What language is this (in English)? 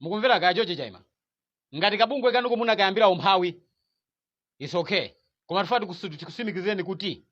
Nyanja